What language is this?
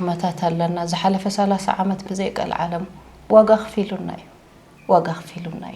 Tigrinya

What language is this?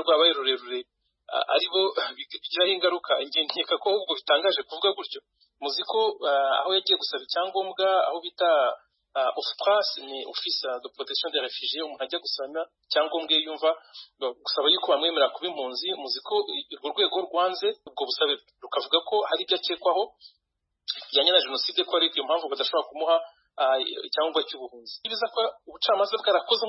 Kinyarwanda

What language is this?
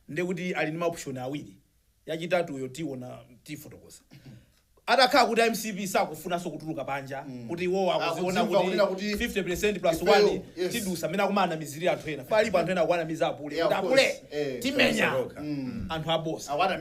Nyanja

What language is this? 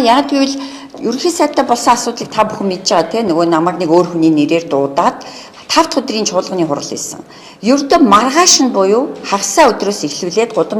Mongolian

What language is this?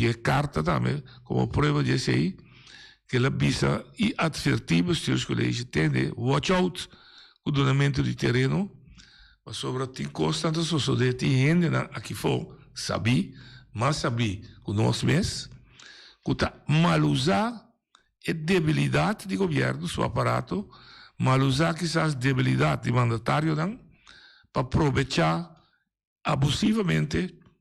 Papiamento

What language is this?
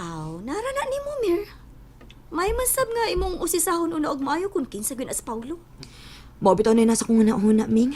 Cebuano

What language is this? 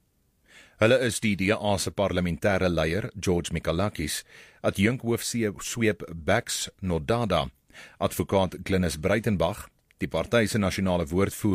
Afrikaans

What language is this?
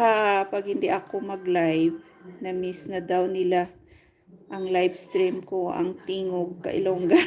Hiligaynon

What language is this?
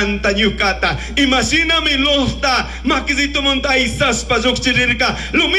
Chimborazo Highland Quichua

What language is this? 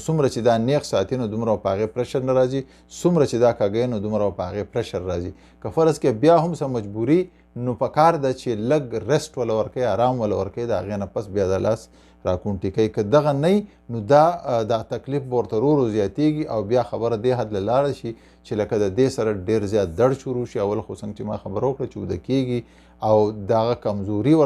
Pashto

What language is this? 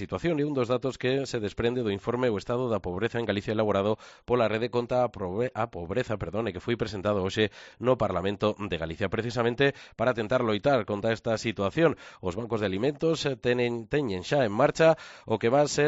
Galician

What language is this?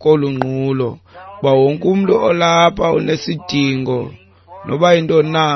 Xhosa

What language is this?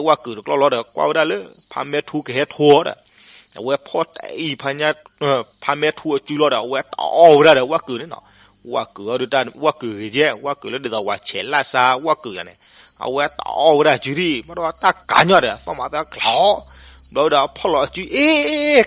S'gaw Karen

